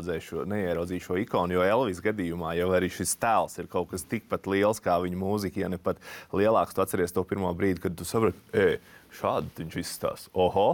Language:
Latvian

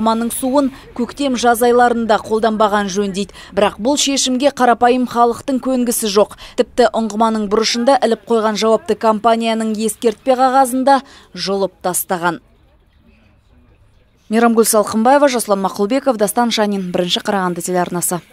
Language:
Kazakh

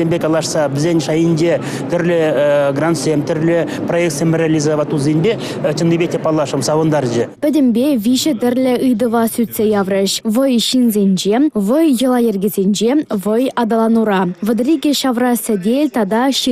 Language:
Chuvash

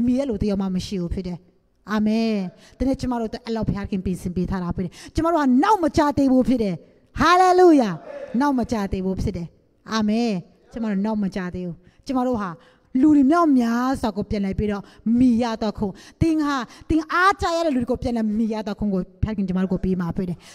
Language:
Burmese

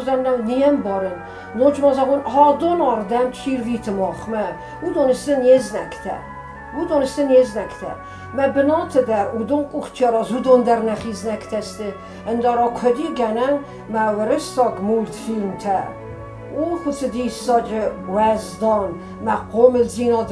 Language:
Ossetic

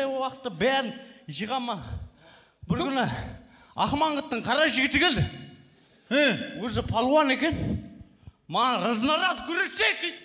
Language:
Kazakh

